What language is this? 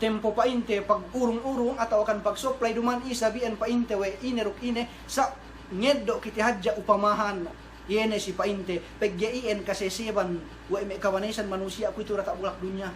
Yakan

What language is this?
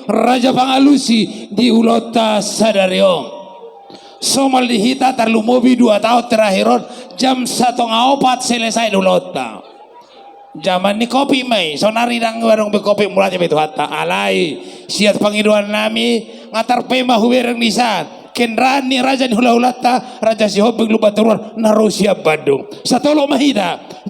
Batak Toba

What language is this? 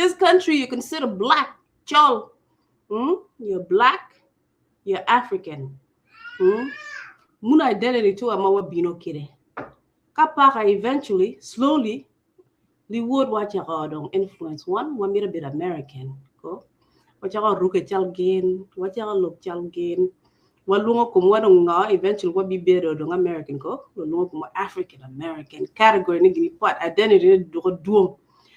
Acoli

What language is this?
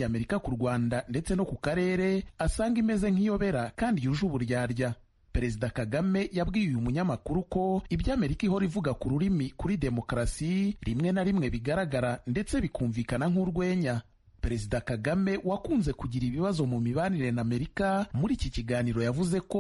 Kinyarwanda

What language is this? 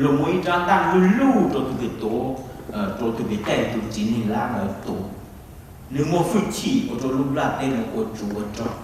Hmong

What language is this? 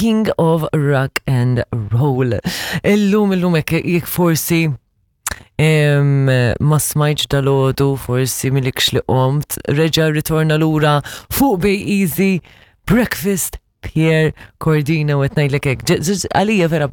Maltese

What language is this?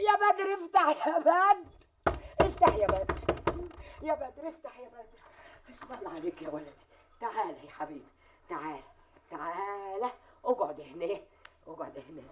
Egyptian Arabic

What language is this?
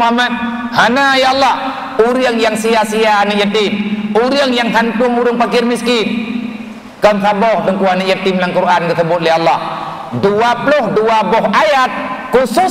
Achinese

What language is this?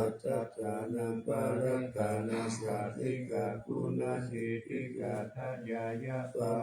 Pali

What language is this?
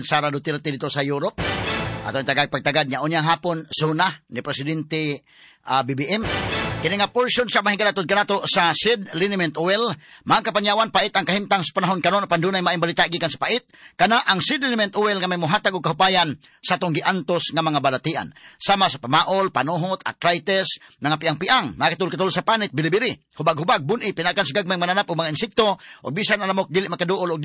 Cebuano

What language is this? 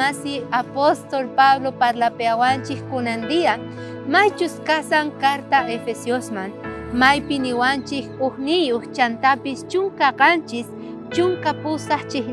South Bolivian Quechua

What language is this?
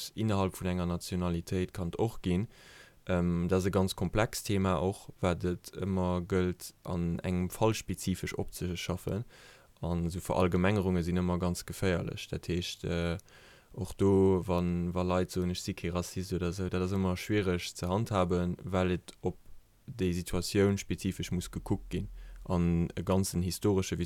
Luxembourgish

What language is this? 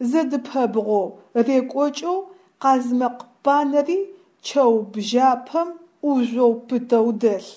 Adyghe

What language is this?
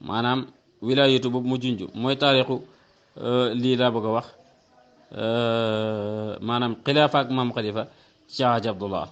Wolof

